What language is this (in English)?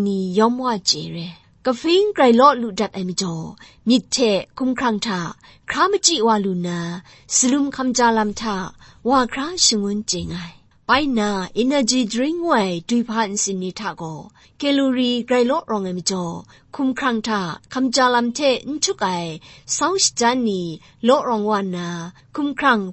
Kachin